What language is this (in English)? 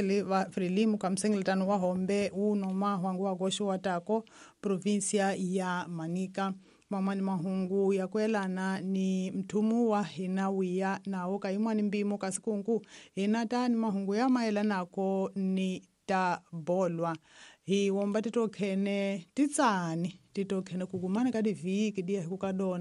Tsonga